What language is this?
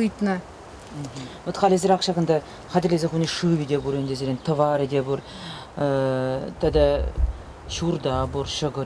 Chuvash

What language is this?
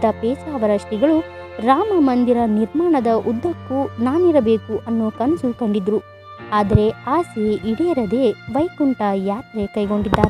Kannada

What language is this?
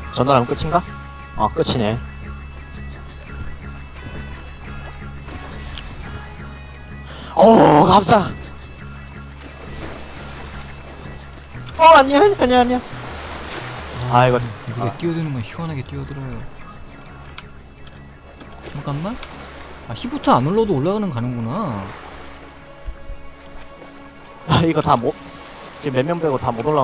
Korean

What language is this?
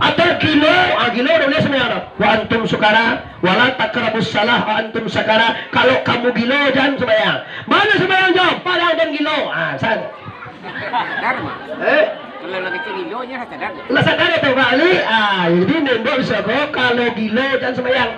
Minangkabau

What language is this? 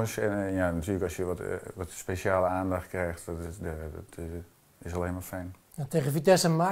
Dutch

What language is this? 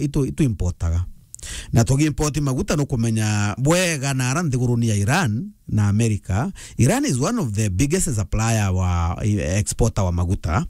Meru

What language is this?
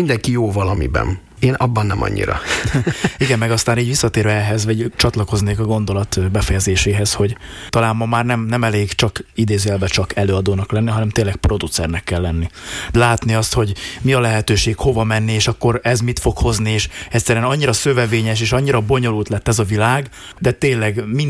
Hungarian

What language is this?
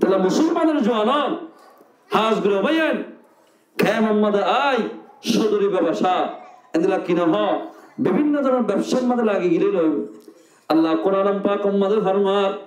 Rohingya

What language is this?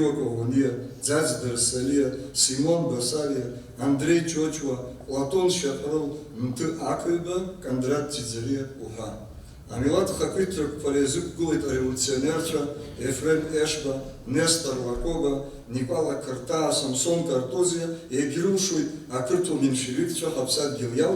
Abkhazian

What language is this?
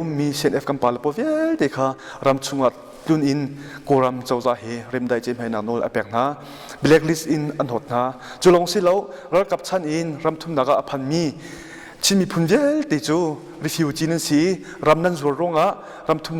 Hakha Chin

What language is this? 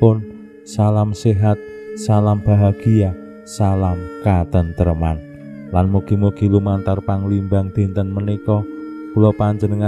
Javanese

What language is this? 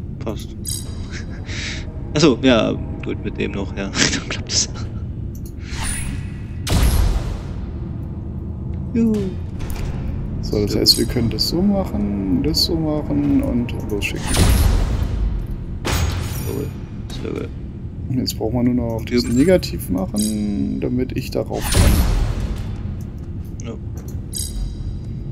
German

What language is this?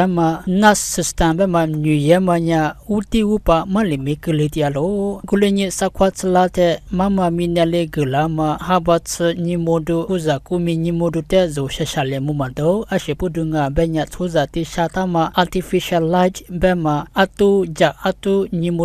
Lisu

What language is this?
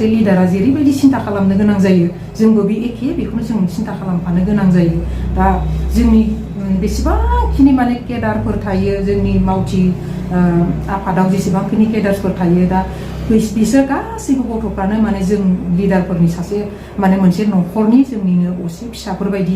Bodo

